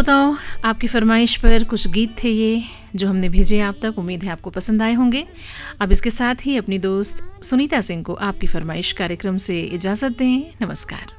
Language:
Hindi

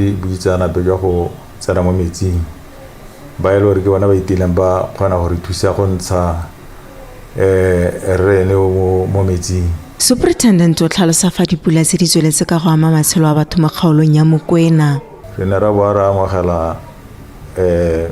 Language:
Tswana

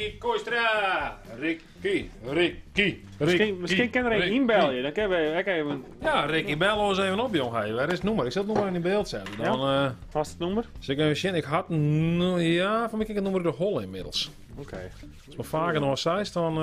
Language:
Western Frisian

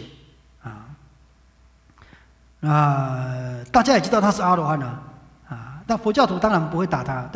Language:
Chinese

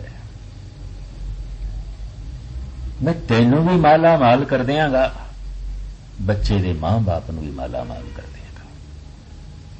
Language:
Punjabi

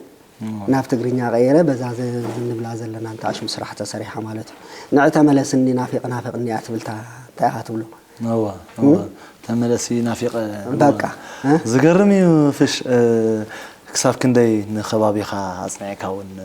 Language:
Tigrinya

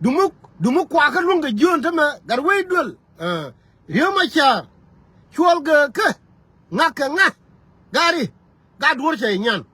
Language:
Nuer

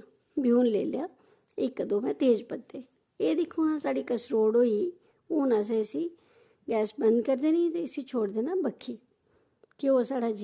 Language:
Dogri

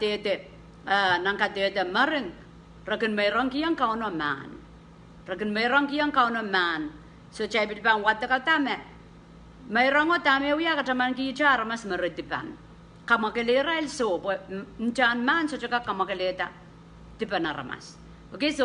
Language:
Pohnpeian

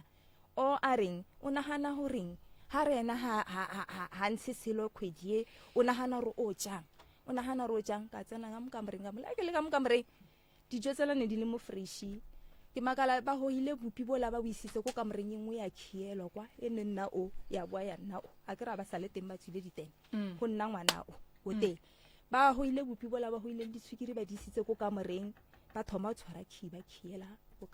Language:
Northern Sotho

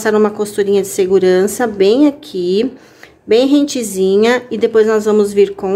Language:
Portuguese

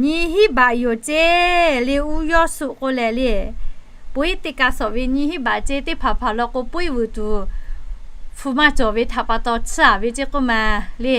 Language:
Lahu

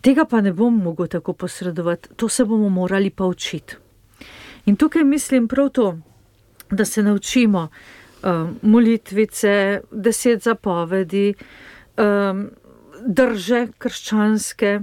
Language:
Slovenian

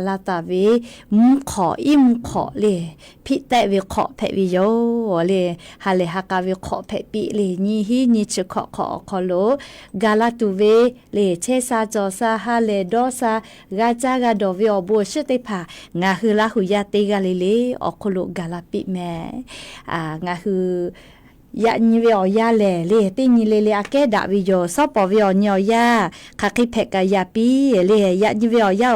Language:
Lahu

